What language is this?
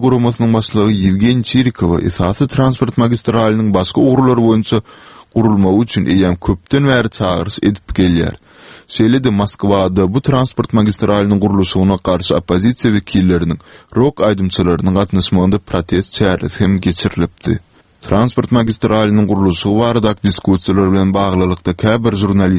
Turkmen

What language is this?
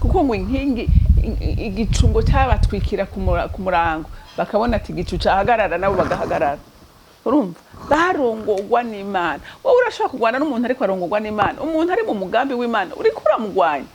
Rundi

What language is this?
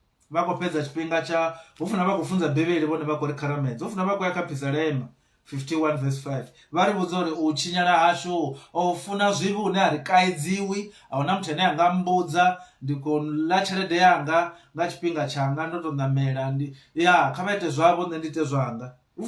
Venda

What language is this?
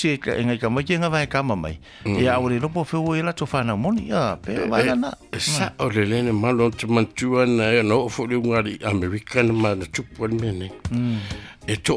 Samoan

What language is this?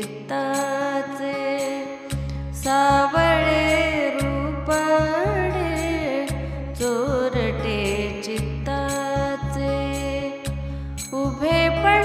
Marathi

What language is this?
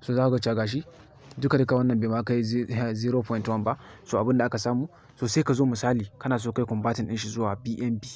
Hausa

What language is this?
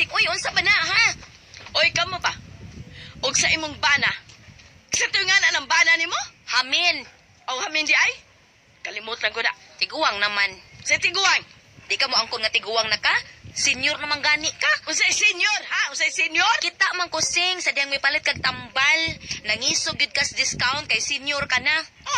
Cebuano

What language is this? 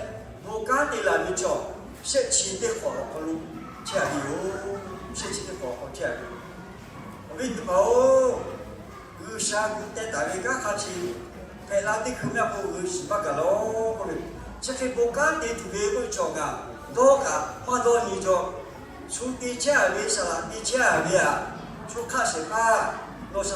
Lahu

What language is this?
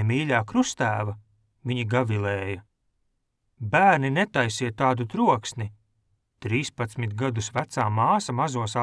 Latvian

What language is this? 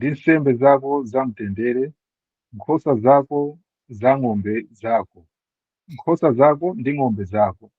Nyanja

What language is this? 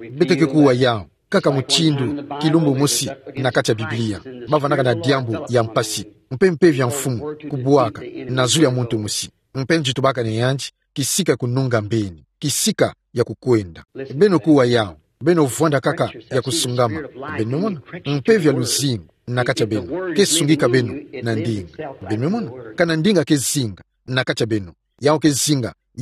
Kituba (Democratic Republic of Congo)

